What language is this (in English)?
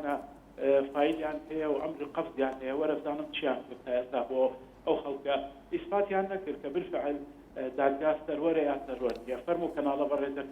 Central Kurdish